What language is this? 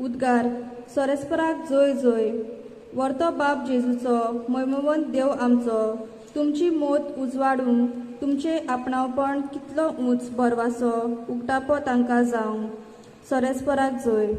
Konkani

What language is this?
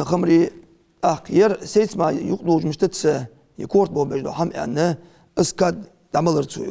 Ingush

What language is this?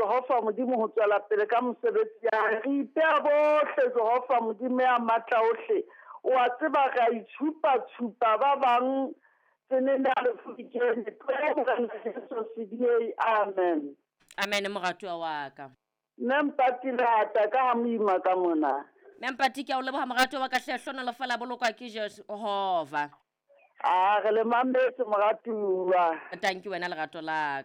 Southern Sotho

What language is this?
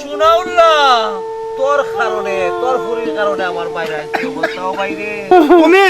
Sylheti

